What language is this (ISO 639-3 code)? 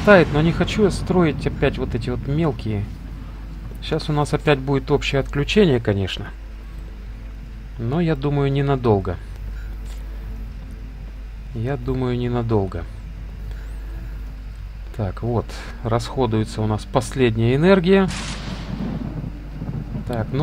rus